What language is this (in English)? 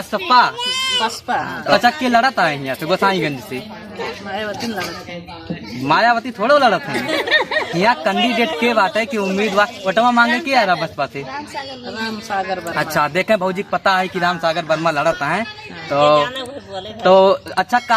Awadhi